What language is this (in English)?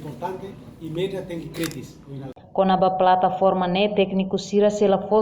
Tetum